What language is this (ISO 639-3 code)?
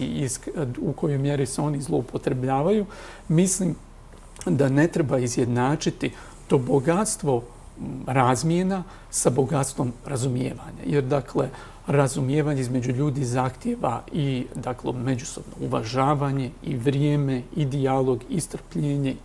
bos